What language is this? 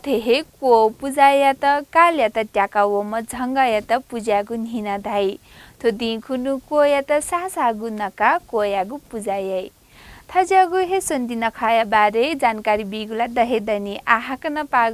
Newari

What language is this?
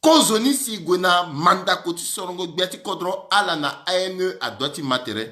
Sango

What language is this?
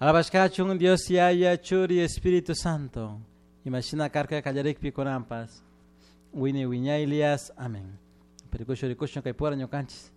Chimborazo Highland Quichua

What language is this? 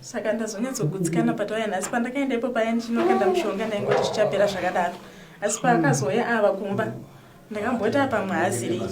Shona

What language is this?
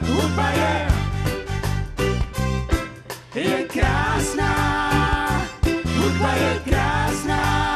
Czech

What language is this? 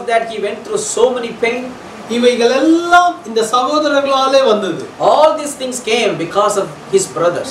Tamil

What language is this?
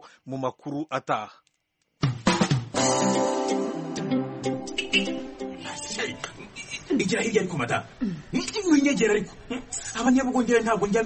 Kinyarwanda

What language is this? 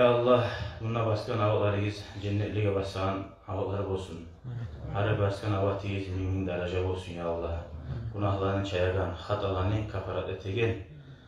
Kumyk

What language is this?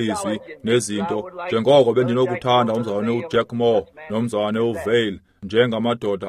Xhosa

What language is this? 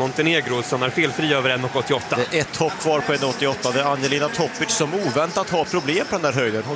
Swedish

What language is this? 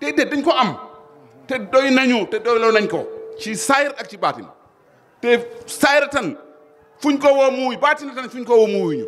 Wolof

